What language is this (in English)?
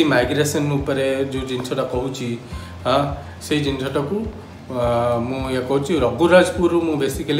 Odia